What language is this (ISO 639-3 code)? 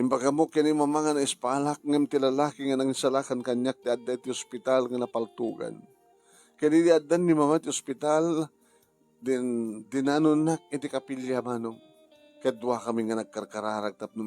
ilo